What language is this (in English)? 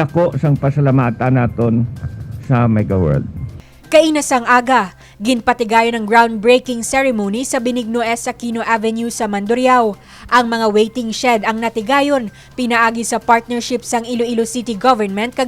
Hiligaynon